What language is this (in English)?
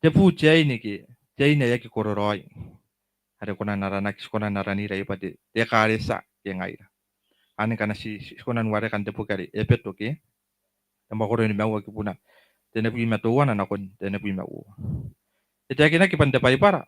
Gilbertese